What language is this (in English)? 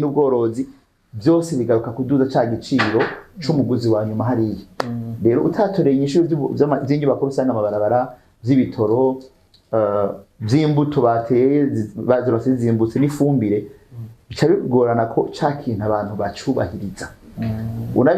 Rundi